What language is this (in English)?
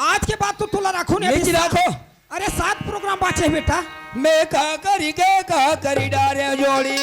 Chhattisgarhi